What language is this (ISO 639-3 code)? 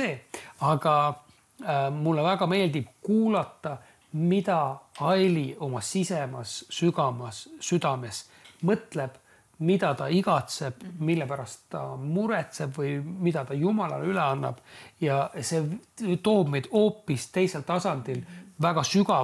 est